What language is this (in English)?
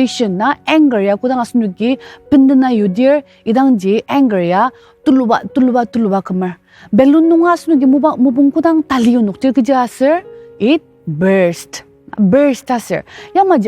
Ao Naga